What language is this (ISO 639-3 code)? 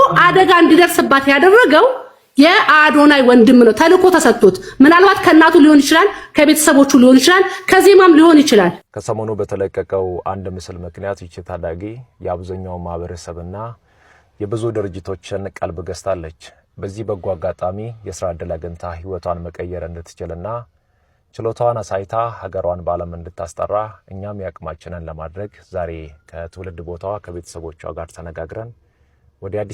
amh